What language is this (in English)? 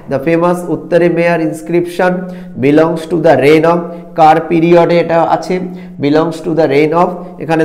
Bangla